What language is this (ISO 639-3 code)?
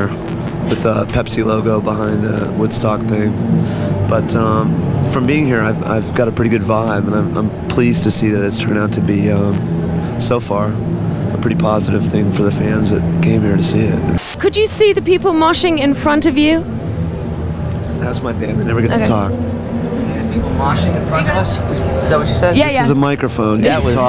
eng